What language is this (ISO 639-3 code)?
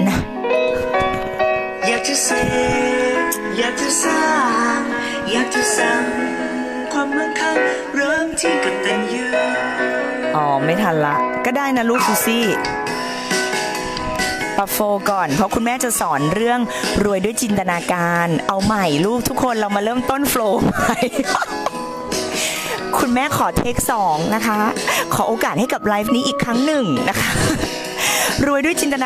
tha